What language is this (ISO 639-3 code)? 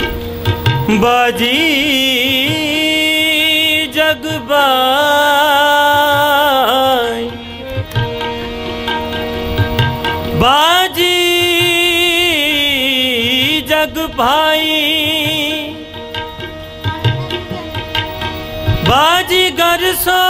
pan